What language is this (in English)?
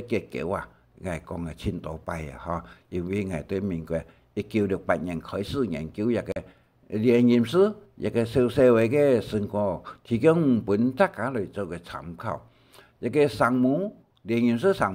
Hakka Chinese